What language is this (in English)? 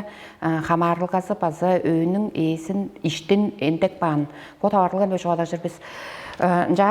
Tuvinian